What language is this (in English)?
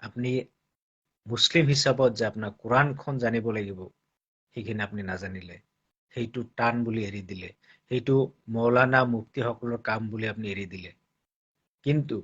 Assamese